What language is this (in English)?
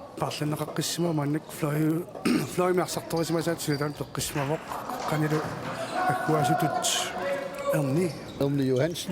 Kalaallisut